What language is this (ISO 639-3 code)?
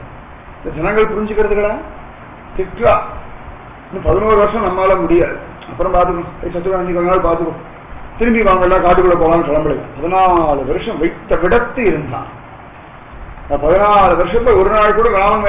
tam